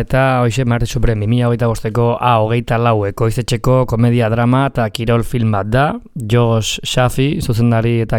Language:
Basque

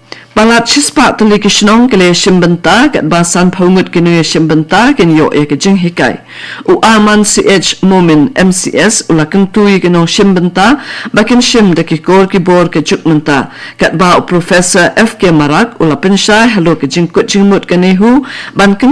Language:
Khasi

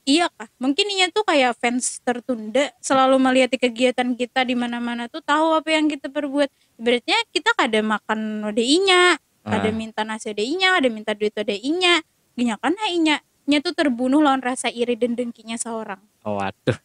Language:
Banjar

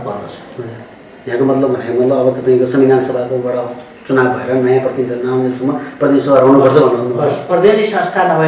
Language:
Nepali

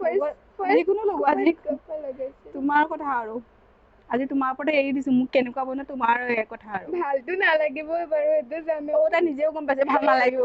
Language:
Assamese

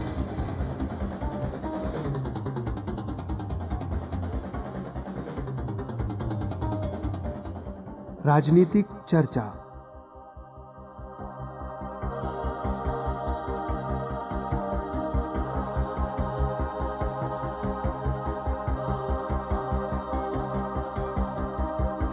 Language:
Hindi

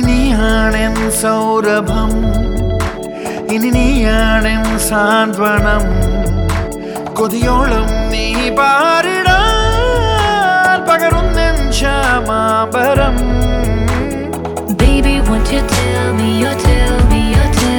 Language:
Malayalam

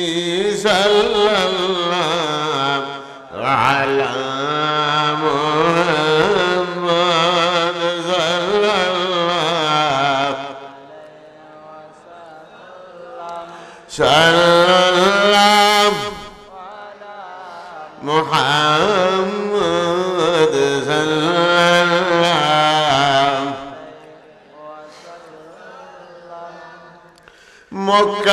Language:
Bangla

